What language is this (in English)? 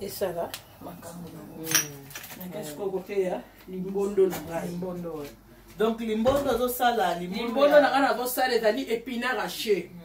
Lingala